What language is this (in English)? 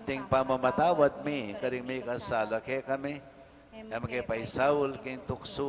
Pampanga